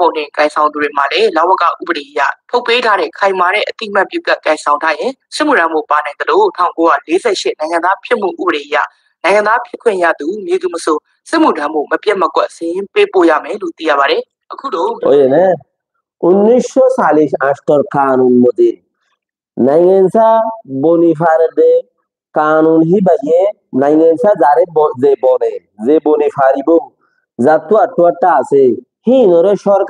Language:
Rohingya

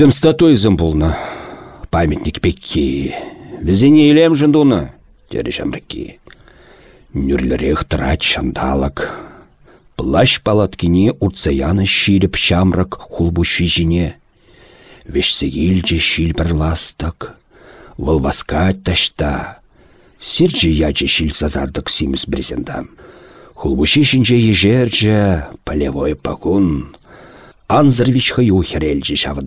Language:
Chuvash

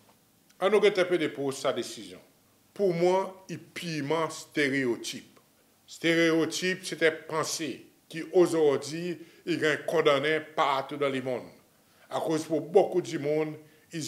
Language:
Seselwa Creole French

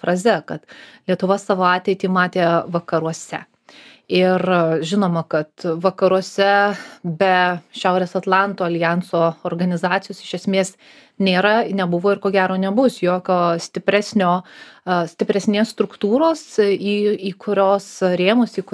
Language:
Lithuanian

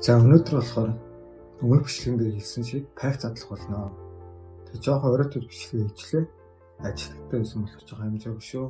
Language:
Mongolian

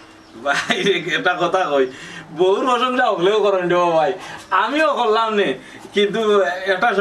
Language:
Sylheti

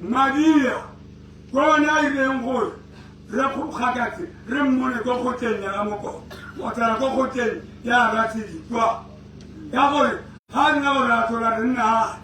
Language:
Tswana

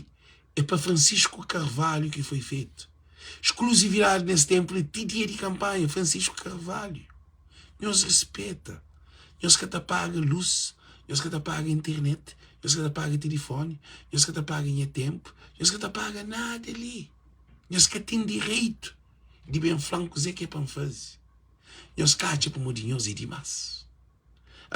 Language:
Kabuverdianu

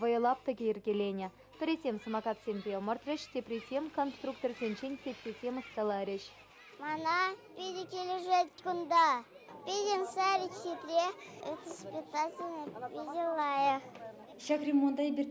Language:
Chuvash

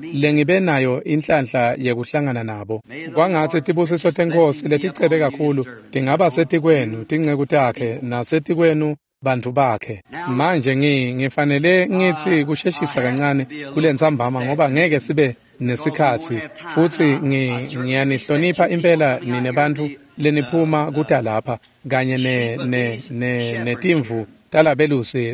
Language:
Swati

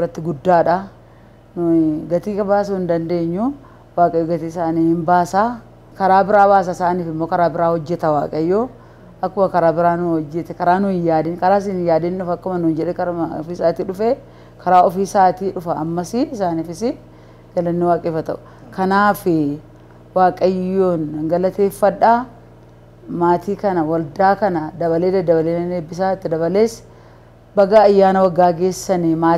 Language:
Oromo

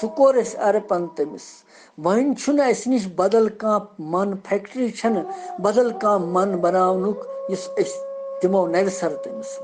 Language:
Kashmiri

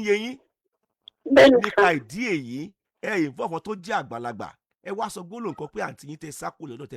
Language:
Yoruba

